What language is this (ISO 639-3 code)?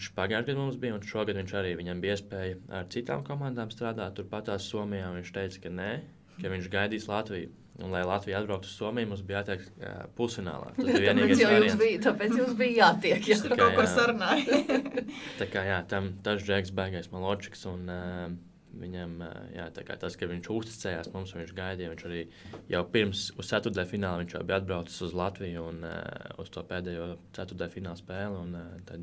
lav